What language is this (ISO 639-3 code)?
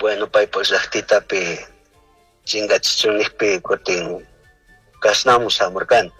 qug